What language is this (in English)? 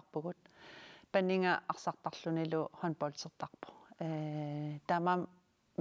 Kalaallisut